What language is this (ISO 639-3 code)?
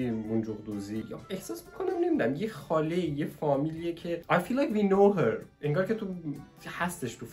fas